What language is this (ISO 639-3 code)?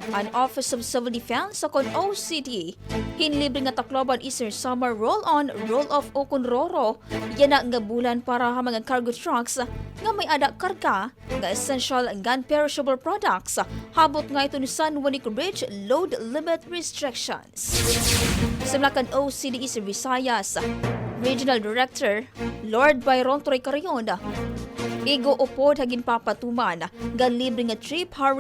war